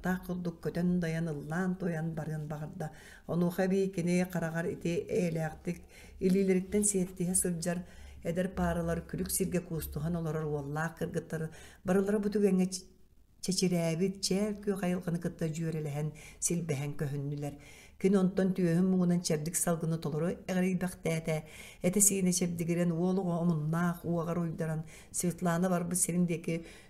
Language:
Yakut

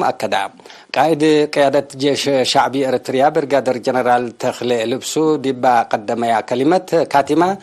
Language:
Tigre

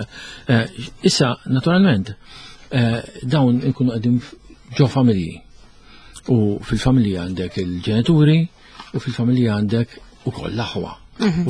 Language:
Maltese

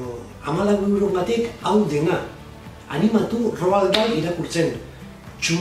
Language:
Basque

